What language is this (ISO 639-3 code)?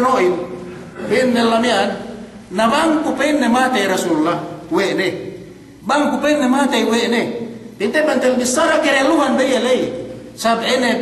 yka